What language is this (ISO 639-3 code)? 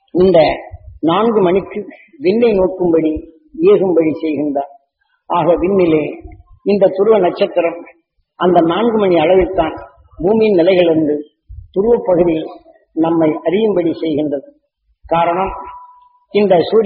tam